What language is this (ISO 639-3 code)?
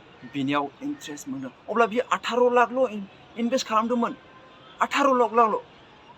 brx